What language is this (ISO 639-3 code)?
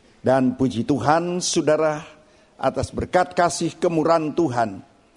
ind